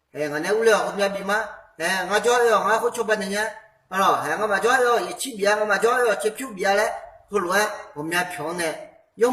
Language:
Akha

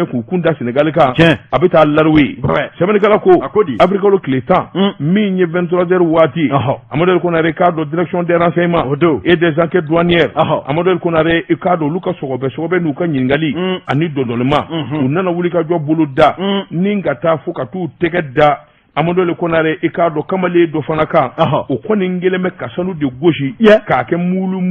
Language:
Bambara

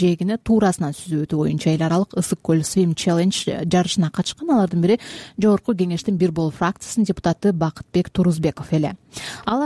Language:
Kyrgyz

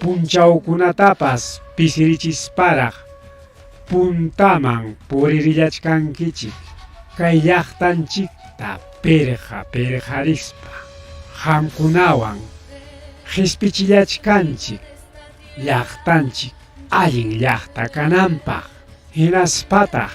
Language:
Ayacucho Quechua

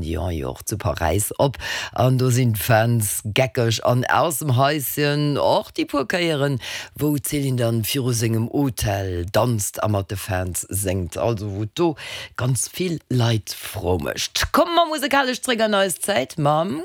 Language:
Luxembourgish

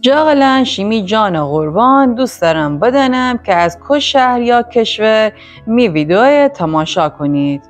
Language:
Gilaki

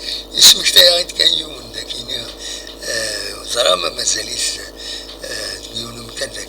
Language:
Kabyle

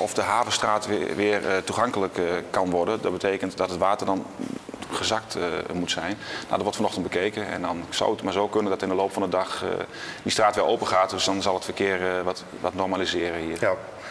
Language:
Dutch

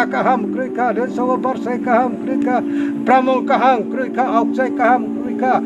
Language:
Riang (India)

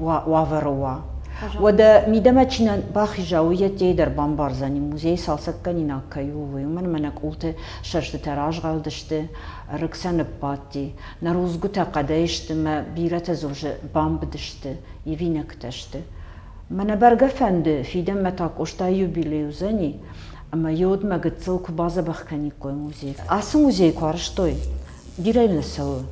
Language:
Ossetic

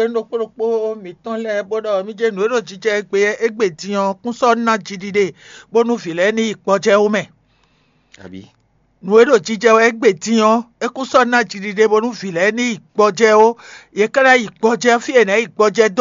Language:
Fon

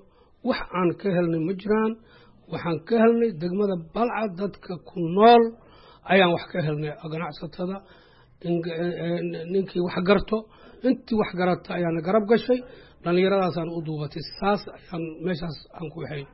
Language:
Somali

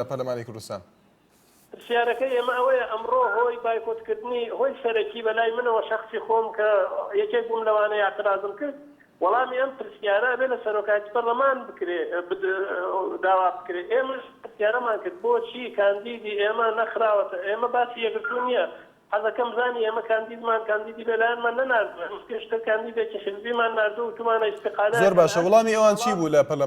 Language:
Central Kurdish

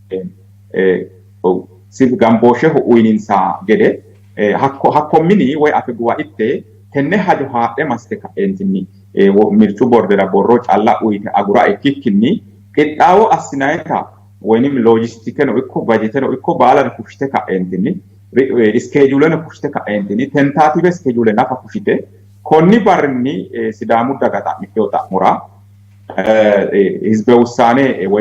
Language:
Sidamo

